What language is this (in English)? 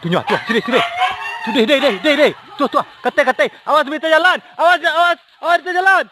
Minangkabau